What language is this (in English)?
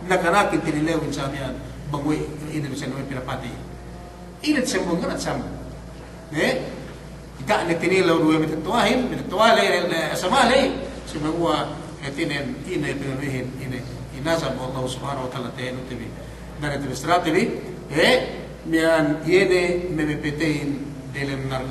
Yakan